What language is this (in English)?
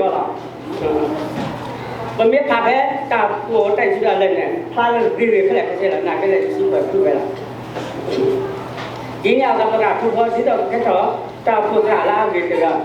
S'gaw Karen